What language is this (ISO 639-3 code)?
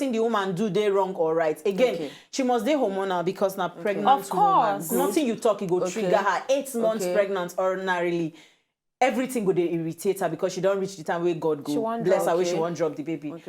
pcm